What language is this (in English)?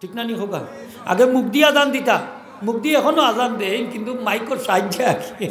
Sylheti